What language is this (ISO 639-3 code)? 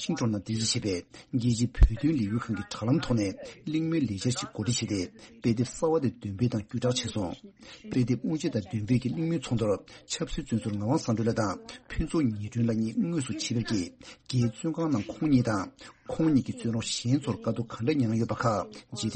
bod